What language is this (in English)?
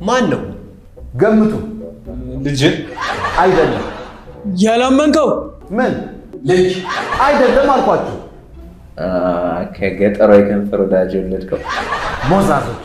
Amharic